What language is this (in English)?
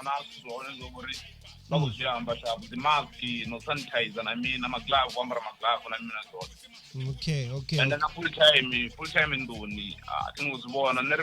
Venda